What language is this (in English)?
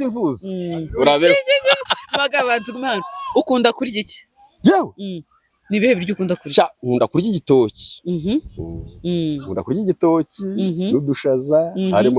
Kinyarwanda